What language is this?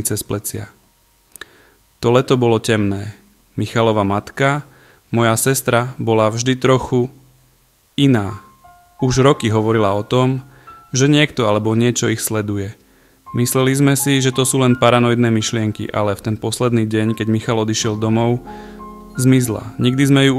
Slovak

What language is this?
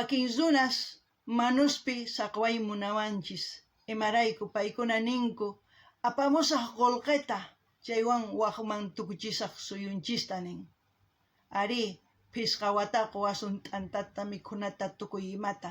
South Bolivian Quechua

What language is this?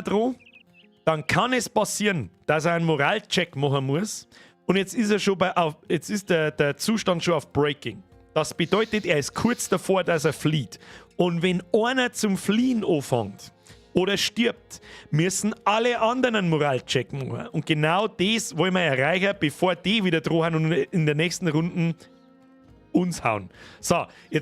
Bavarian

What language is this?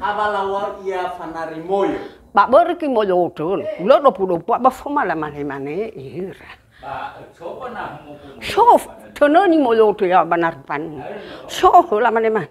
Nias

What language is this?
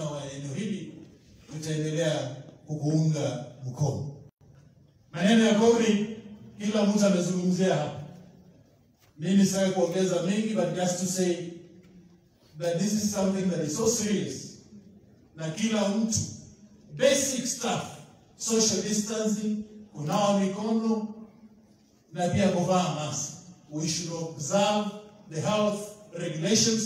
Swahili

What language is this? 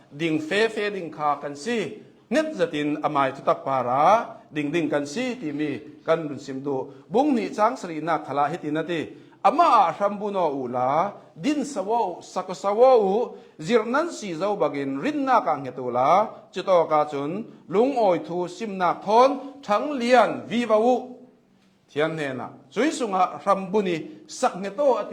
Hakha Chin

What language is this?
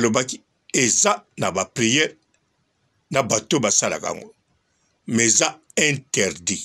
Lingala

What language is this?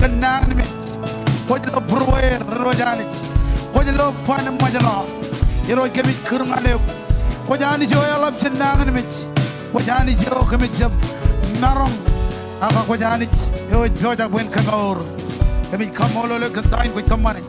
Marshallese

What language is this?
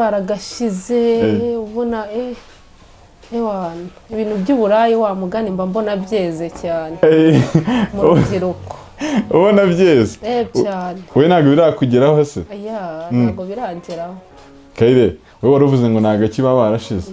Kinyarwanda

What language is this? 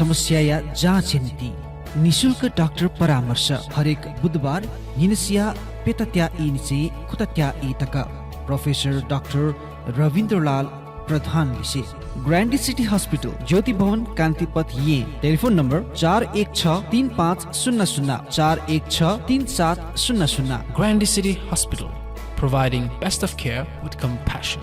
Newari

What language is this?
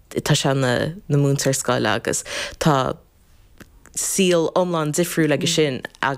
Irish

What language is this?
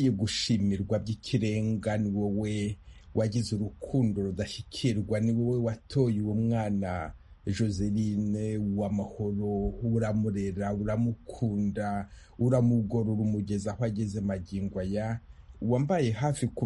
Kinyarwanda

